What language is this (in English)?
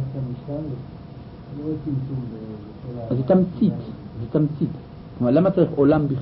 Hebrew